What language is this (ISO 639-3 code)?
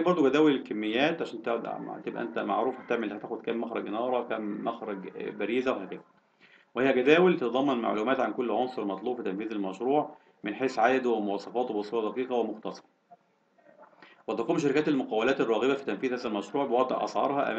arz